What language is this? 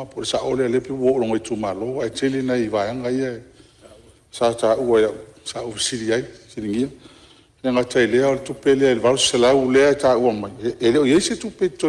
Samoan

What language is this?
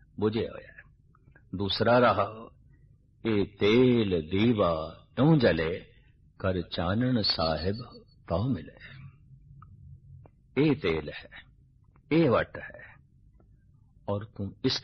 Punjabi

